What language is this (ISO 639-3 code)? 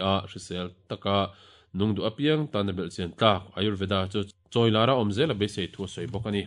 lus